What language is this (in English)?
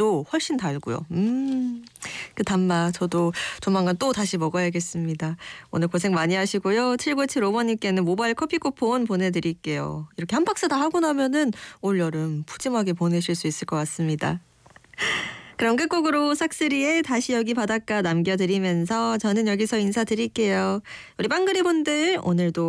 Korean